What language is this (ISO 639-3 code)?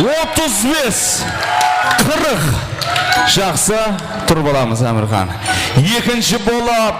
kaa